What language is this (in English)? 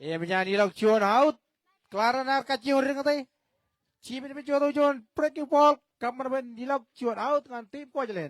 Marshallese